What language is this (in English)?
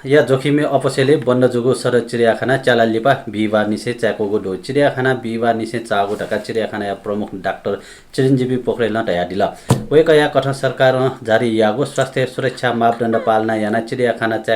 Newari